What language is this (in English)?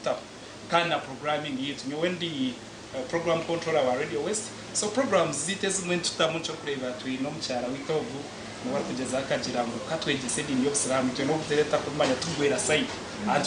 Nyankole